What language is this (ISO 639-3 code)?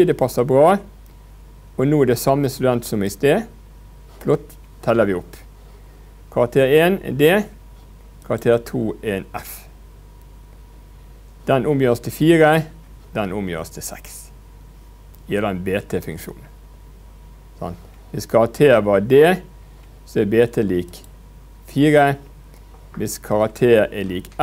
nor